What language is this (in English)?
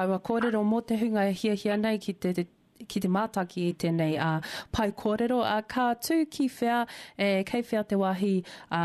Māori